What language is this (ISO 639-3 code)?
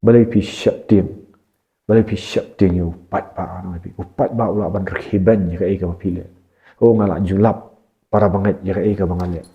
kha